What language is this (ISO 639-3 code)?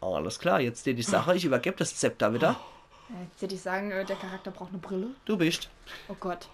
pfl